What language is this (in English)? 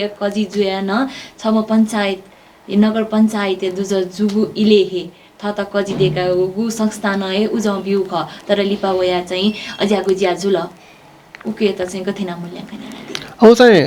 Newari